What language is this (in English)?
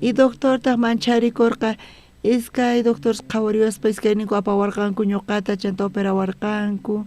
South Bolivian Quechua